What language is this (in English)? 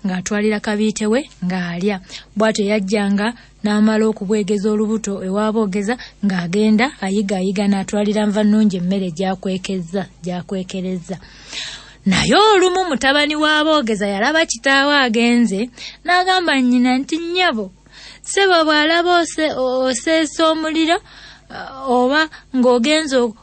Ganda